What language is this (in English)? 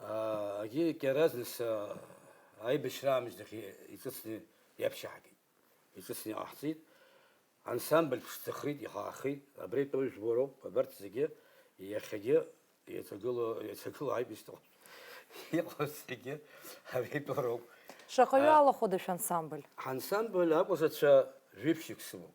Abkhazian